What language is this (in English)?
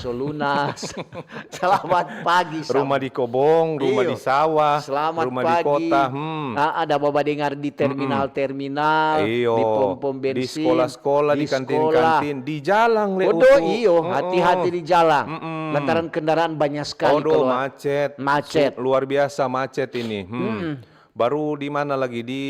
Manado Malay